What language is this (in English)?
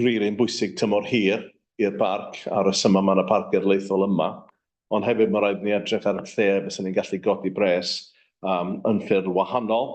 Welsh